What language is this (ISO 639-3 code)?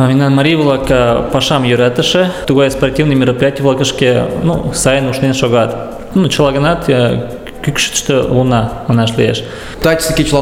chm